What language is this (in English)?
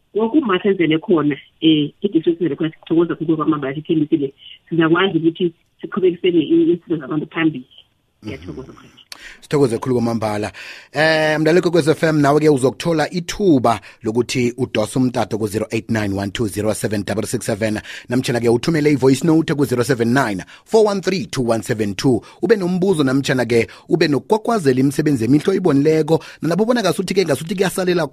South Ndebele